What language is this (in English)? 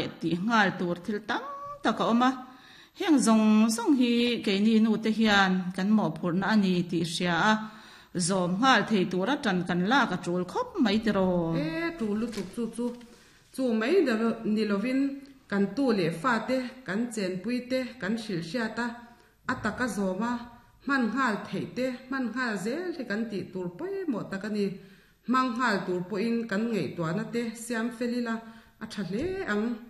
Mizo